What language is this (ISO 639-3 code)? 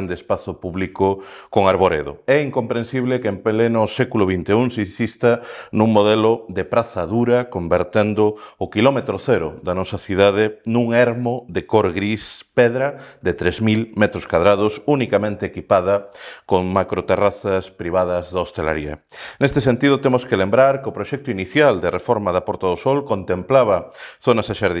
glg